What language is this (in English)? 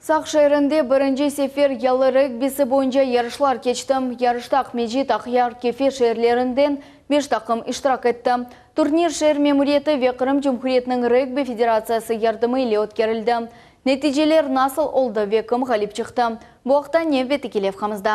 Crimean Tatar